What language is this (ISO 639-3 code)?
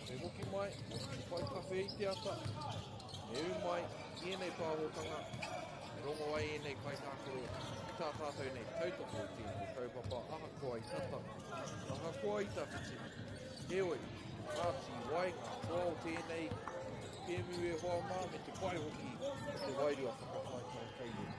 mri